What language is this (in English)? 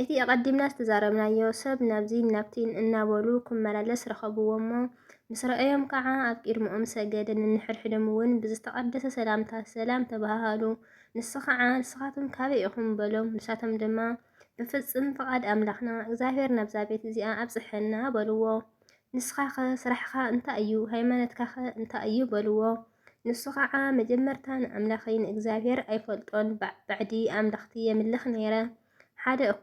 Tigrinya